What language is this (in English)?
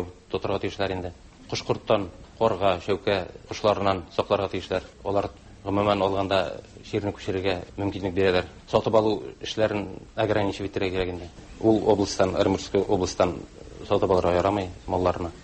Tatar